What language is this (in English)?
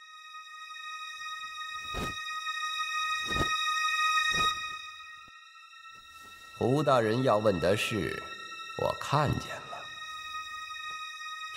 Chinese